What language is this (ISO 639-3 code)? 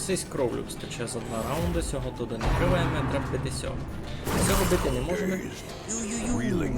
rue